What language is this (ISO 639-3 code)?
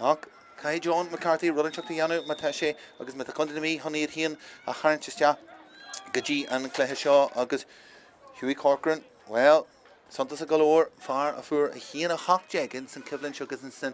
gle